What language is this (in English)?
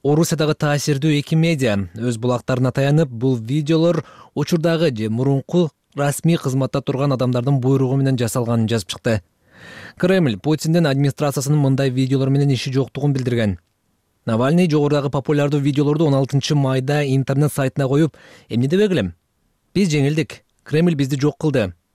Kyrgyz